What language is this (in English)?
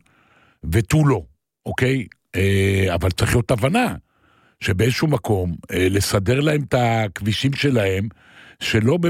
Hebrew